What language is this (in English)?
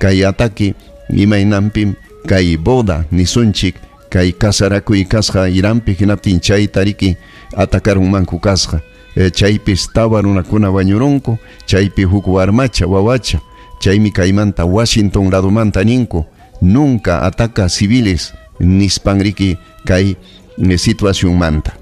Ayacucho Quechua